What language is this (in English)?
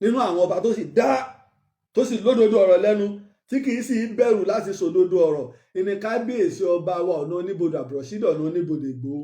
Yoruba